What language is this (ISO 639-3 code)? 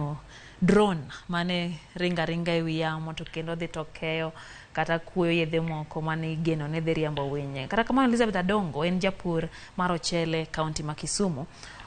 luo